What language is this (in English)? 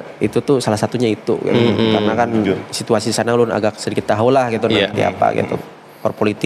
Banjar